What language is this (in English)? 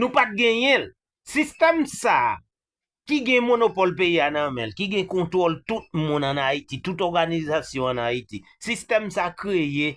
Haitian Creole